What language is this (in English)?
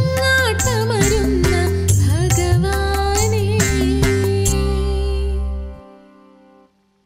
Malayalam